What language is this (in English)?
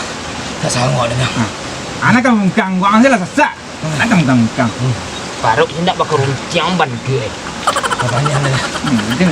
Minangkabau